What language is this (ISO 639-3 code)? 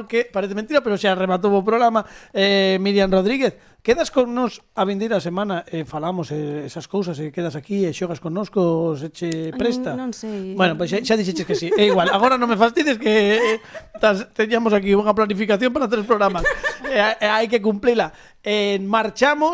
glg